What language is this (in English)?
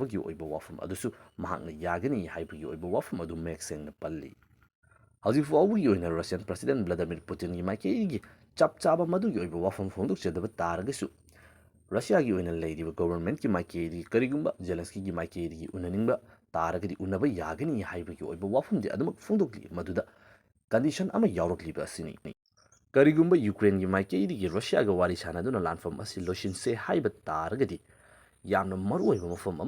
Manipuri